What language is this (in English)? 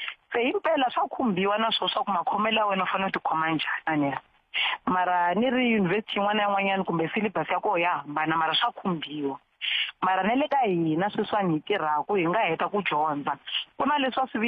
Tsonga